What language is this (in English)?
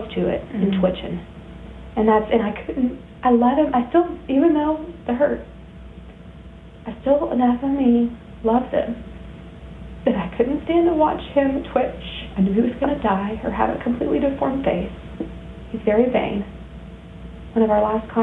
English